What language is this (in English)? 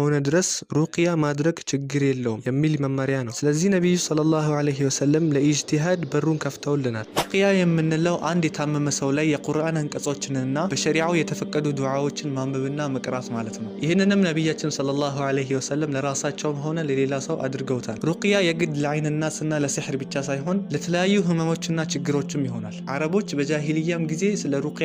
Amharic